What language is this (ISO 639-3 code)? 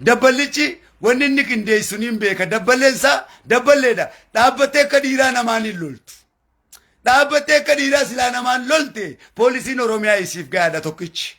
orm